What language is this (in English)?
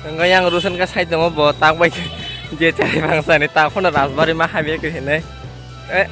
Kok Borok